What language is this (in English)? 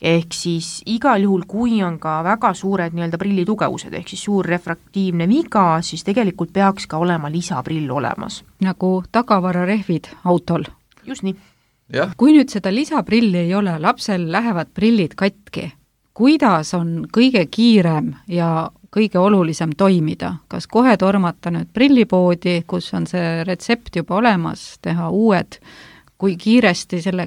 Estonian